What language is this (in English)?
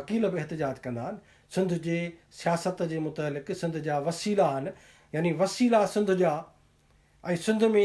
Sindhi